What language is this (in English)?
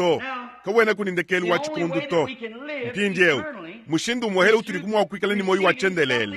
Luba-Lulua